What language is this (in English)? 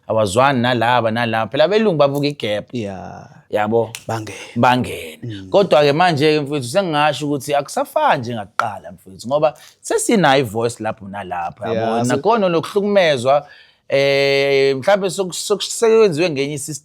Zulu